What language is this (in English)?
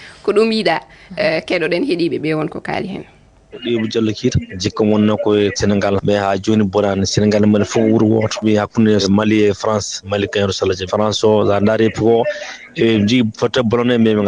Fula